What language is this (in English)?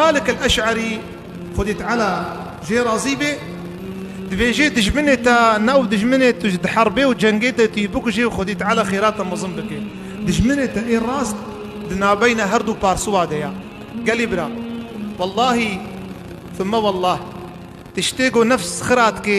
Kurdish